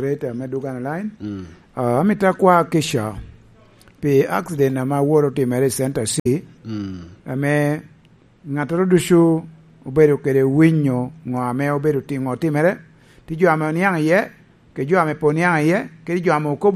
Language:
Lango (Uganda)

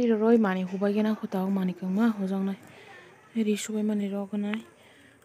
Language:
Kok Borok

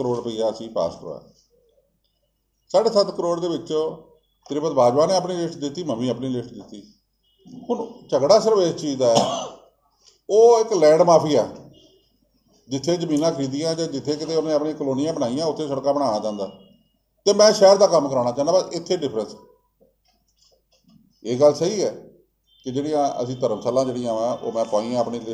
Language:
Punjabi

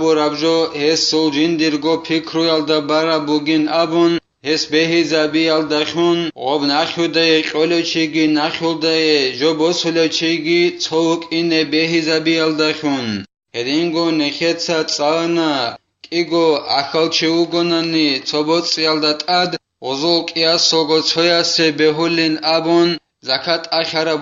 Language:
Avaric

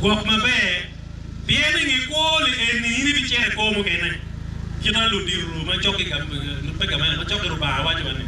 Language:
Acoli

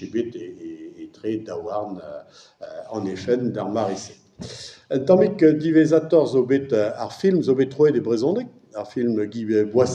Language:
Breton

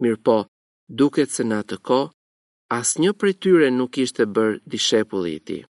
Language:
Albanian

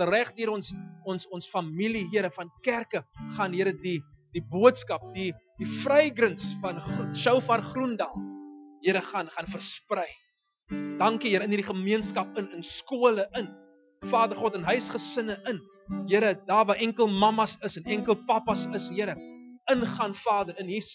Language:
Afrikaans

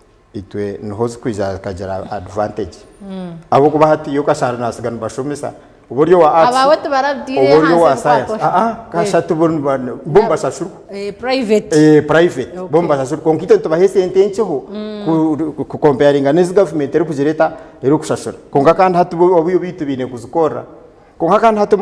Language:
Nyankole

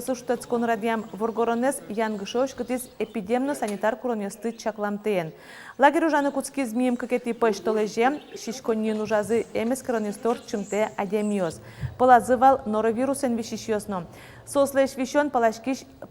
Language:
Udmurt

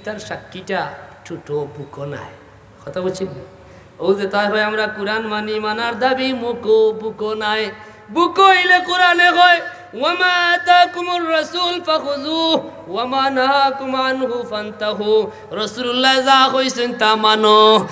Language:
Sylheti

